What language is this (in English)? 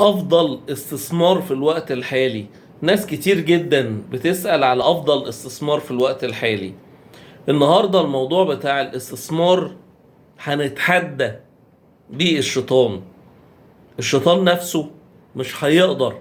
Egyptian Arabic